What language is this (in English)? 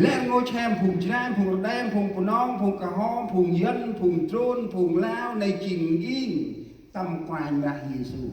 Central Mnong